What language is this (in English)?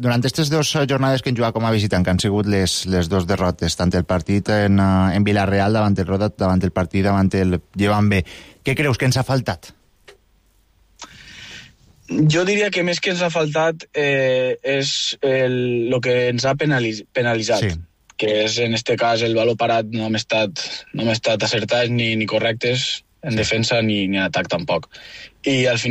Catalan